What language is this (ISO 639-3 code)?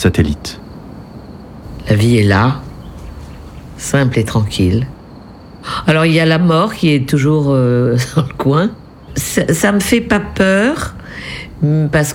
fra